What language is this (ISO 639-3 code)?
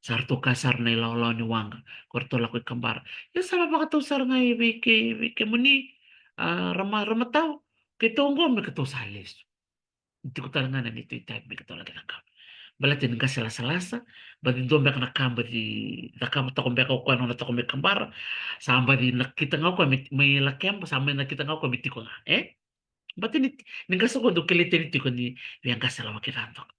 fij